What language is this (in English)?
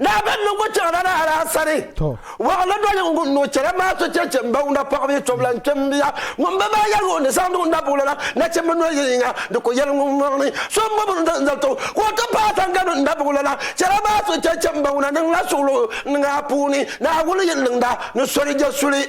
Dagbani